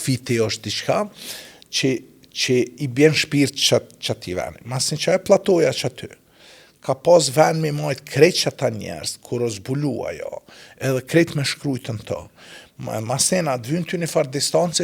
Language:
Albanian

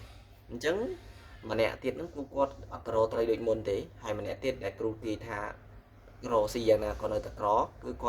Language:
Khmer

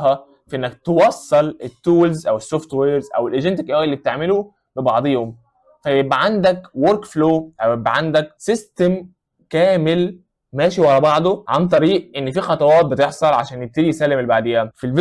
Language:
Egyptian Arabic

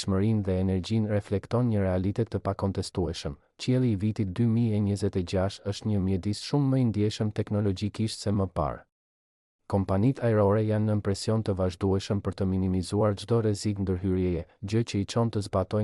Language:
Albanian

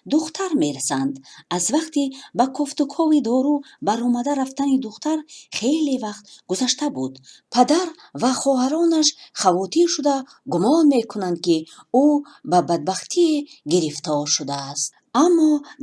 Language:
Tajik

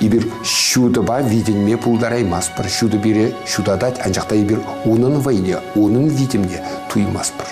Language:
Chuvash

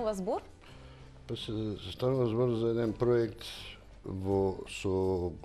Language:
Macedonian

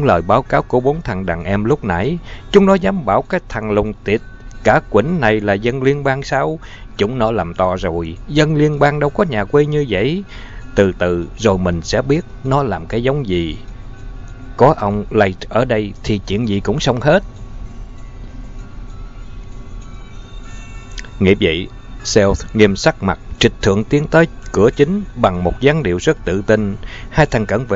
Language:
Vietnamese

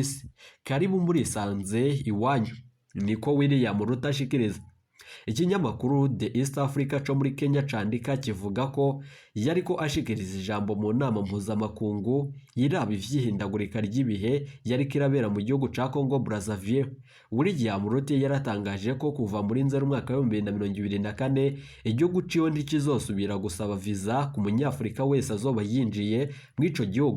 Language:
Rundi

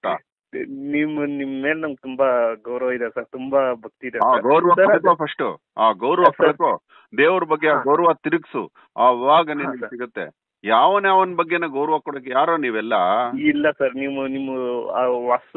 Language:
Kannada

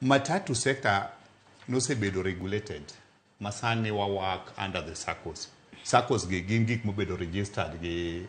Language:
Luo (Kenya and Tanzania)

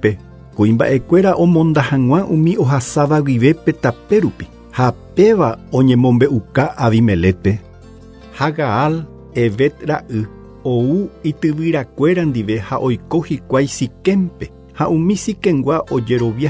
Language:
Guarani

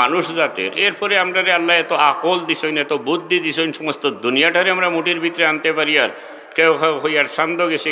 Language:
Sylheti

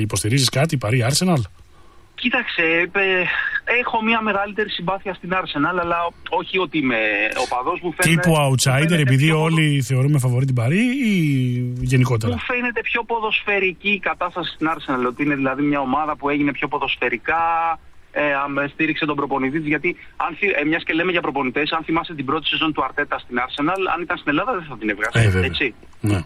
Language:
Greek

